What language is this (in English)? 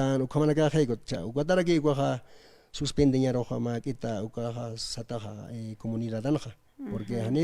Aymara